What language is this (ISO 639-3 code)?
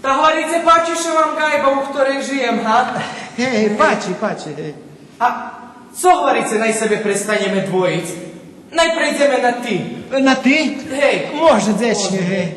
rue